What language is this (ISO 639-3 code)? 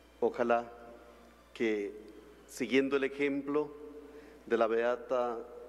spa